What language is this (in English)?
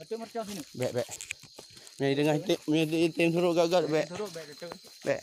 Achinese